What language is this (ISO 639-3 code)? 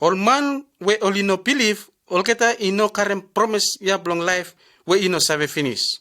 bis